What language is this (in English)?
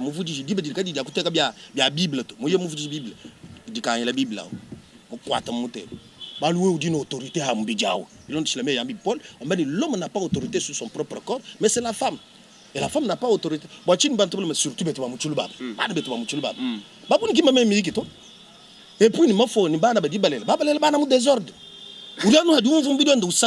Luba-Lulua